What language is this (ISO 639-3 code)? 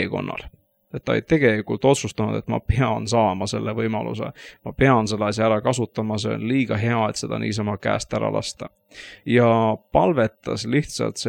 est